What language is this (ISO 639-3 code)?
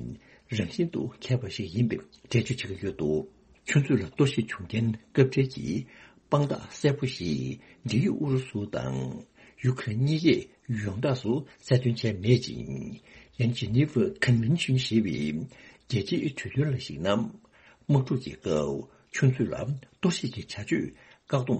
bod